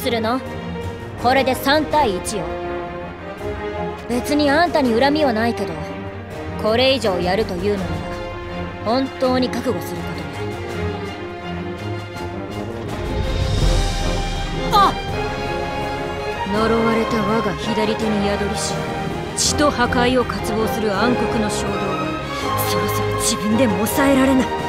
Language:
Japanese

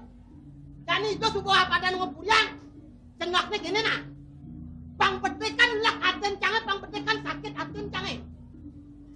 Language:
Balinese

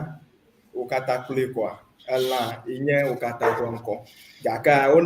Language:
Ewe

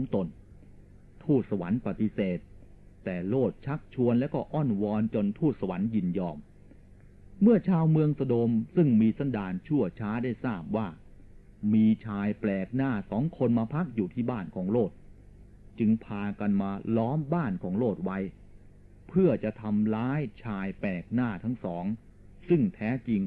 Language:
Thai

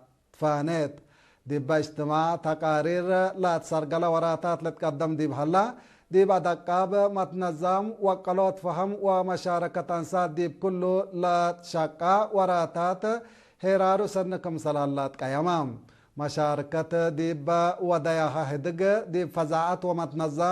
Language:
Tigre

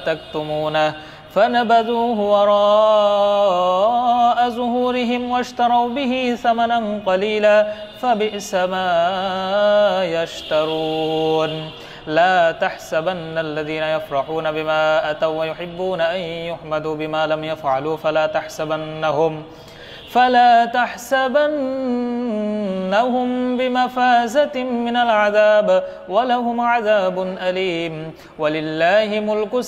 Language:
Arabic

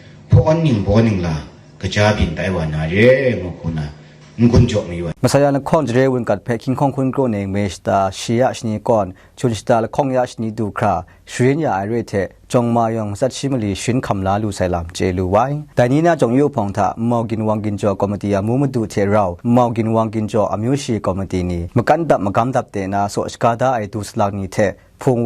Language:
Kachin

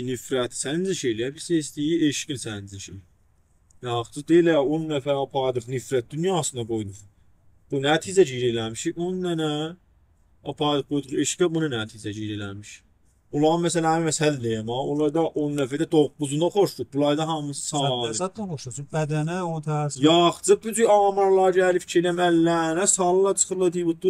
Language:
South Azerbaijani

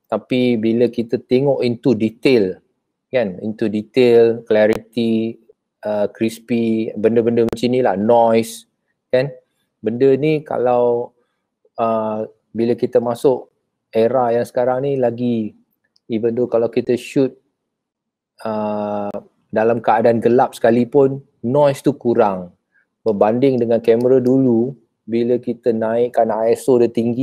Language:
Malay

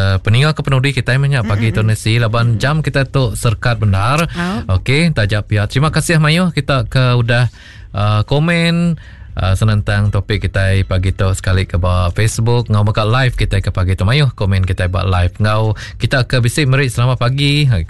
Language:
Iban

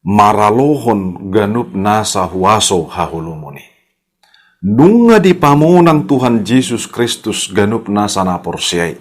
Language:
Batak Toba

